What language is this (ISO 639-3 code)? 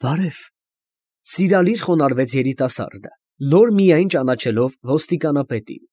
hye